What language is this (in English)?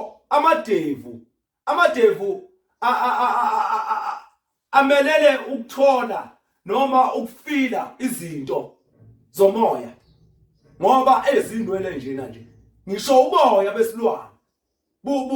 Zulu